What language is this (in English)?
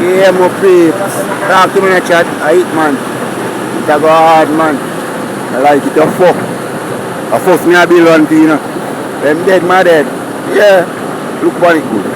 Jamaican Creole English